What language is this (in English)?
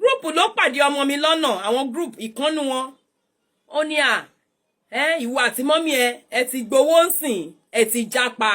Yoruba